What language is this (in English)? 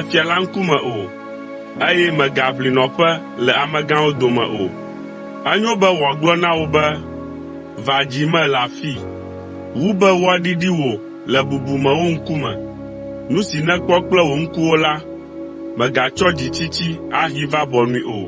Ewe